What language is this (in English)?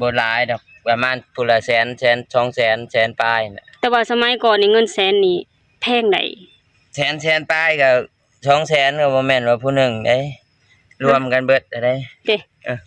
Lao